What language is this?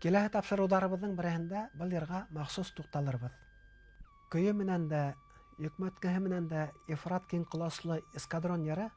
Bashkir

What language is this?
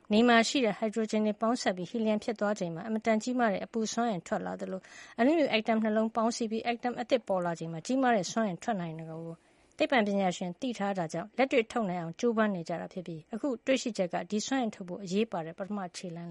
Burmese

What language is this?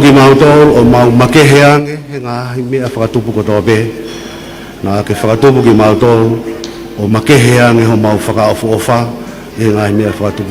Tongan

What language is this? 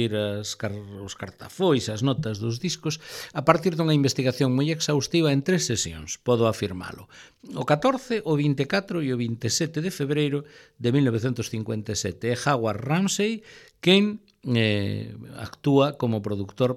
Galician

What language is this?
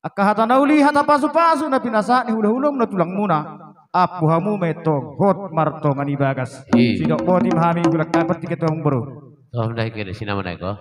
Batak Toba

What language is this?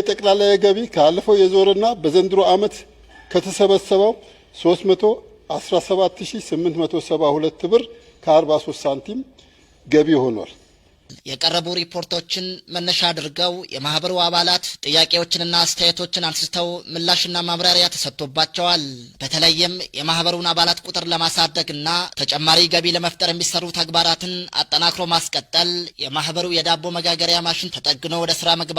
Amharic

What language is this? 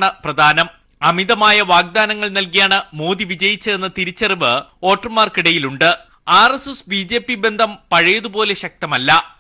Malayalam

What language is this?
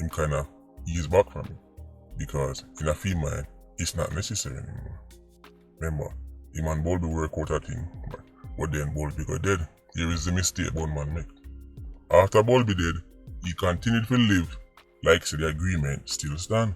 Jamaican Creole English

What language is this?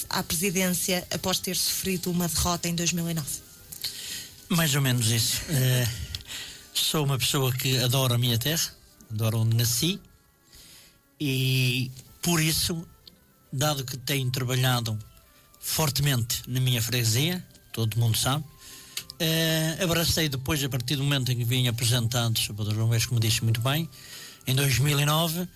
Portuguese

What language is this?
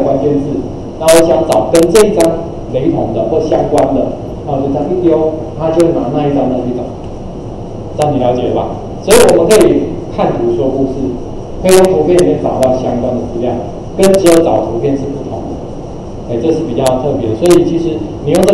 Chinese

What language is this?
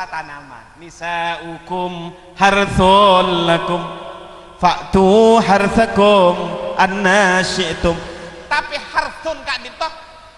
Madurese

